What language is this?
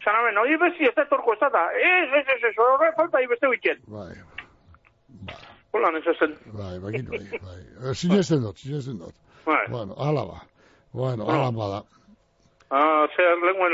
Basque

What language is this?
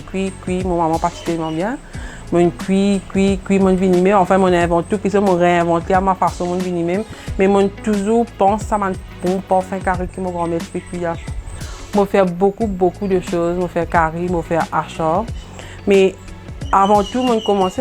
Morisyen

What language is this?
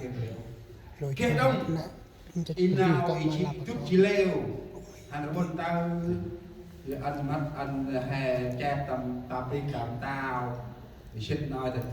Central Mnong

